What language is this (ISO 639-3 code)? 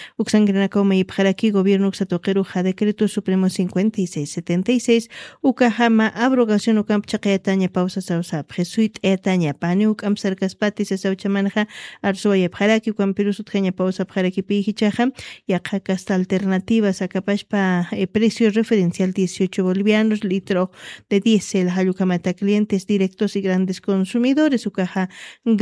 aym